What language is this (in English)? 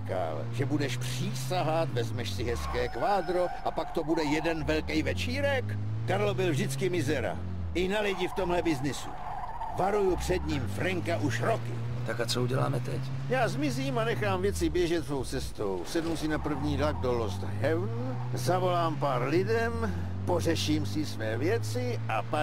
Czech